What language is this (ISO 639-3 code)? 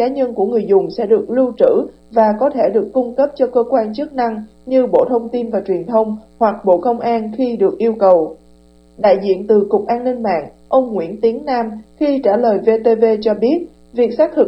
vie